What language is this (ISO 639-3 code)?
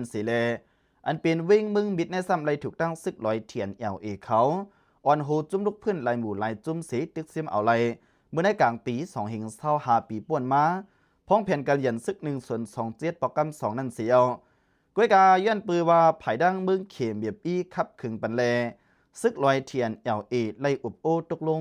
lao